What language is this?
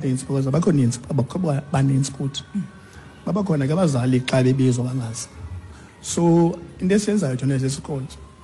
Xhosa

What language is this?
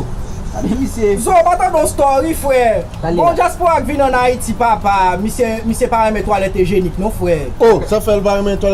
Haitian Creole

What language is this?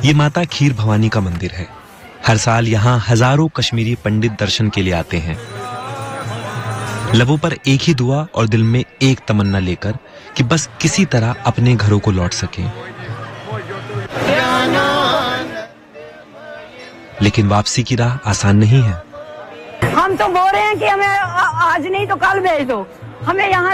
Hindi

